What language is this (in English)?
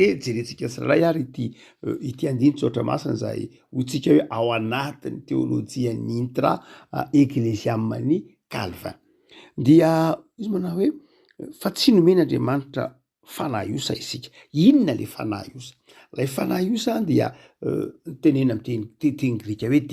Malagasy